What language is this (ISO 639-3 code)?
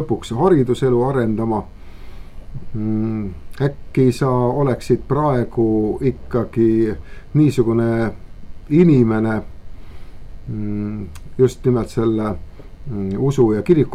est